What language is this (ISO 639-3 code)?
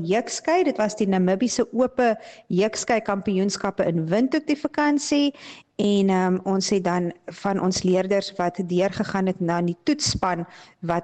afr